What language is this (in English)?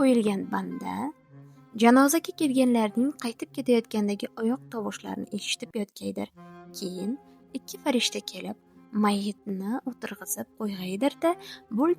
Uzbek